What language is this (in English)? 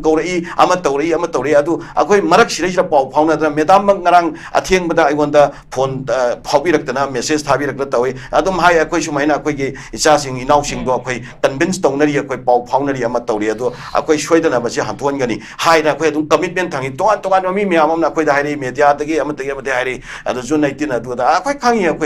Manipuri